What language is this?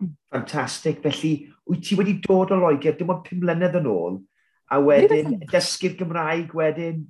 Welsh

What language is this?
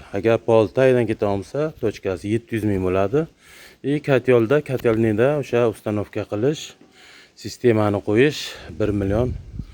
Uzbek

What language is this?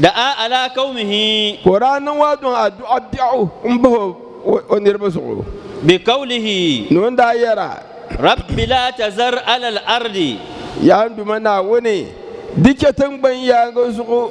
Dagbani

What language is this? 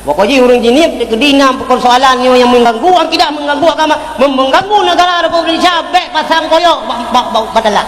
Achinese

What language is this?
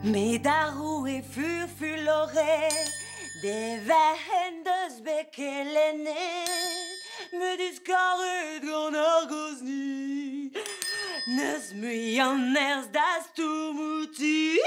Breton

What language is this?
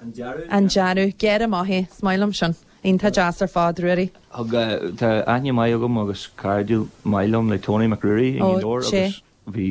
Irish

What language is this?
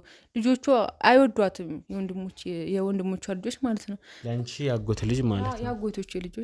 Amharic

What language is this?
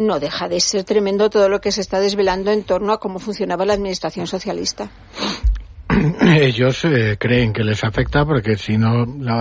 Spanish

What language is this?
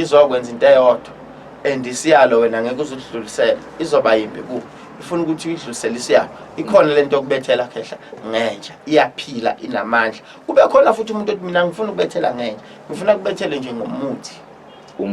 Zulu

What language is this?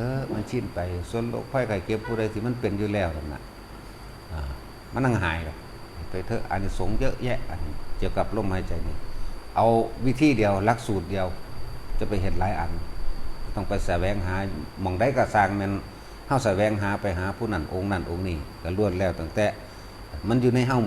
Northeastern Thai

